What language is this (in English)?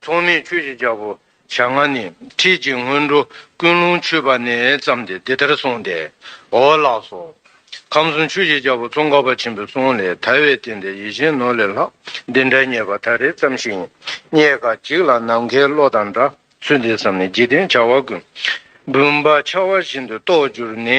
Tibetan